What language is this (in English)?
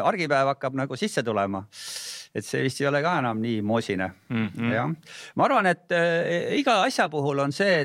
Estonian